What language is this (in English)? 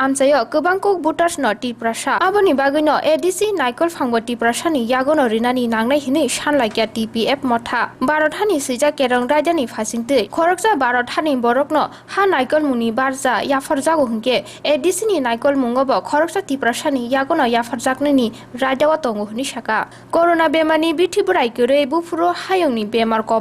Kok Borok